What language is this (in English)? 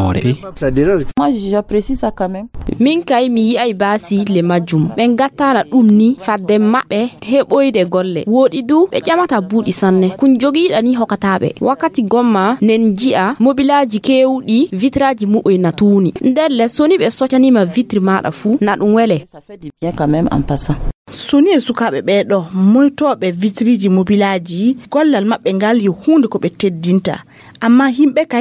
Fula